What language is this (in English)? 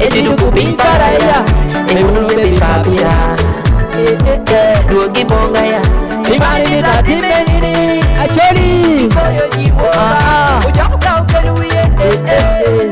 Acoli